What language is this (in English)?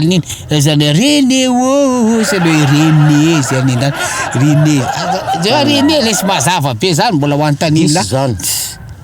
Malagasy